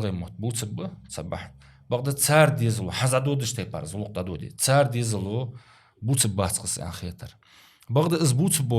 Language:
Ingush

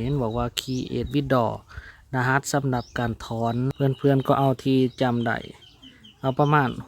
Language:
Lao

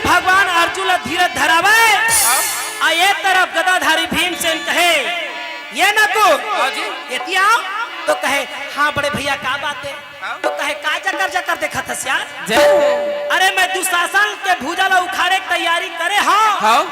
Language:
Chhattisgarhi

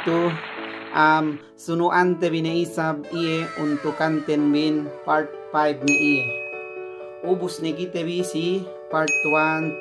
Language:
Yakan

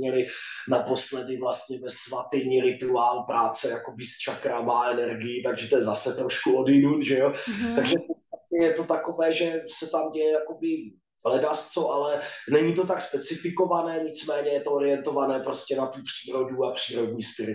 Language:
Czech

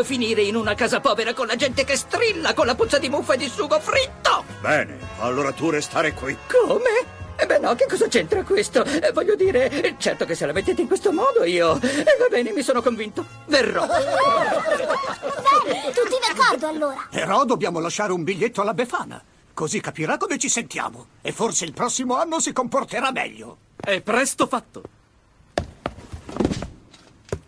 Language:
Italian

